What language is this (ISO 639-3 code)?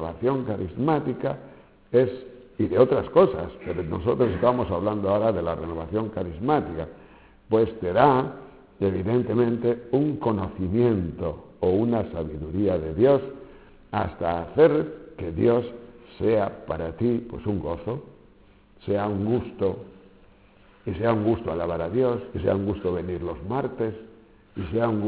spa